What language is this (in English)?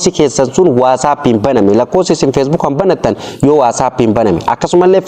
Oromo